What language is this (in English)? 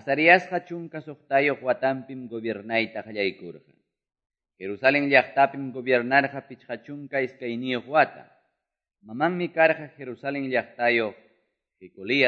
Ayacucho Quechua